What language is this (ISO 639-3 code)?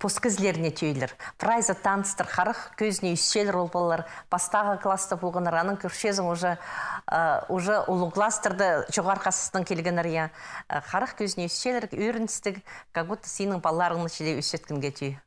kjh